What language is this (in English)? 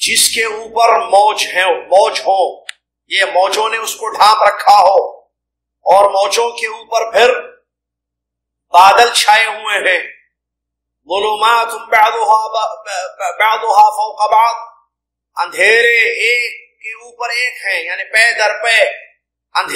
Urdu